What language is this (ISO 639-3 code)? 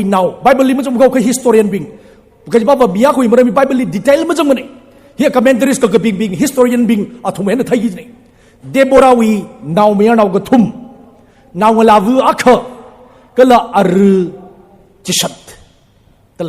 nmf